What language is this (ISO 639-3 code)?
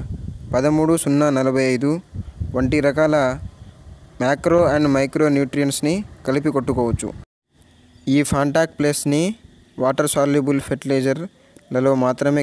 tel